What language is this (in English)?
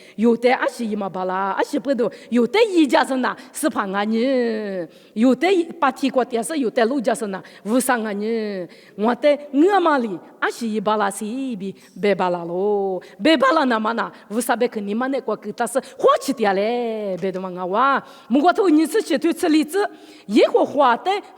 Lisu